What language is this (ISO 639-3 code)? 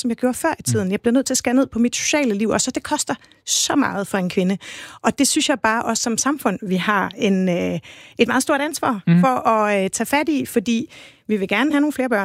dan